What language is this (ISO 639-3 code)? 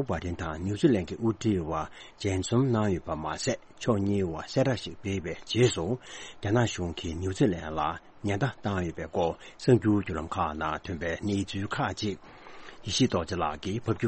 bod